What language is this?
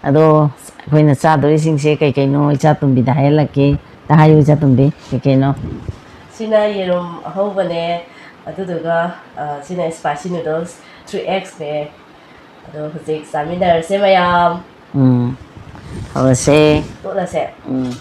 Manipuri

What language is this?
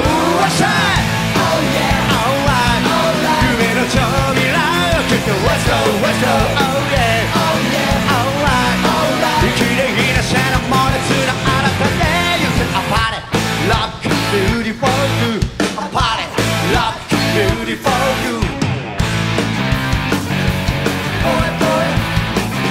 Japanese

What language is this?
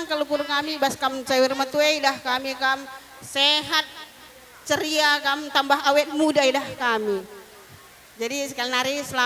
Batak Karo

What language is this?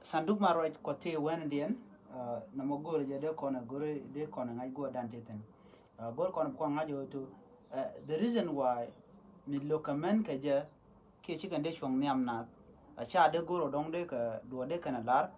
Nuer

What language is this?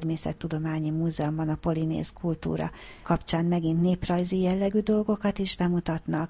Hungarian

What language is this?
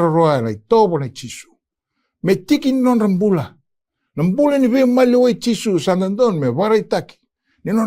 Fijian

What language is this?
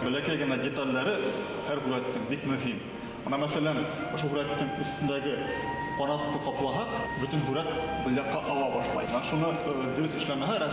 Bashkir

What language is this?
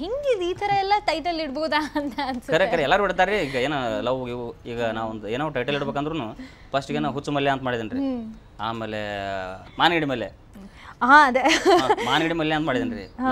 Kannada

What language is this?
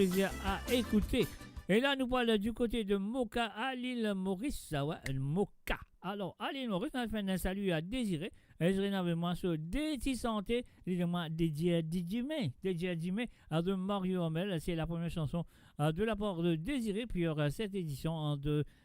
Morisyen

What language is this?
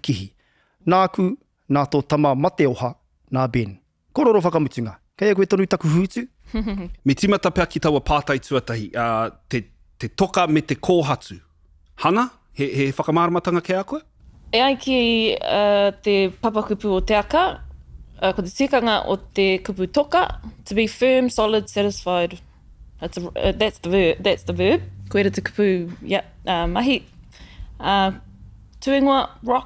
Māori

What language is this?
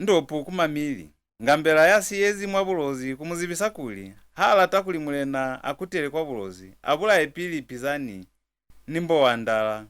Lozi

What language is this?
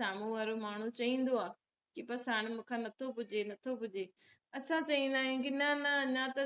Sindhi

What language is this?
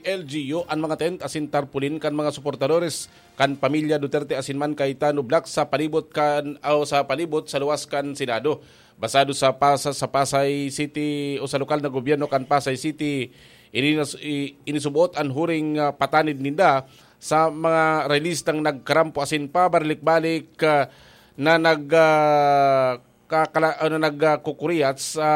Bikol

